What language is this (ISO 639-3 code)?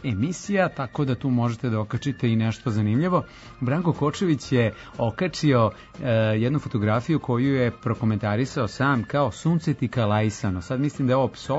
srp